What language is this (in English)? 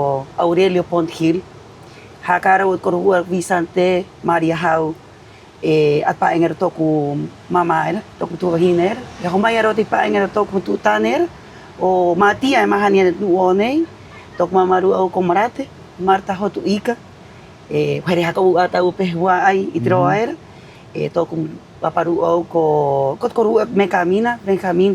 Rapanui